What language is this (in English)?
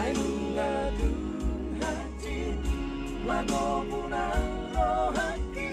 Batak Toba